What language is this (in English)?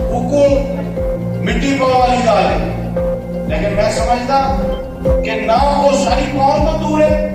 Saraiki